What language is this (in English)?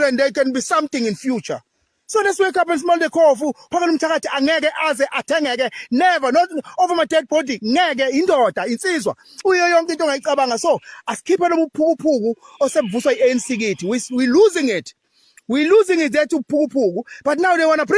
Zulu